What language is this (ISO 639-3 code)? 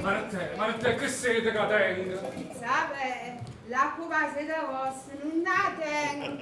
nap